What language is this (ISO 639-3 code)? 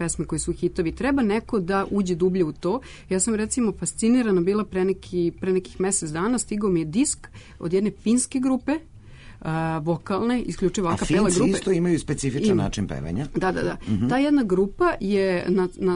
srp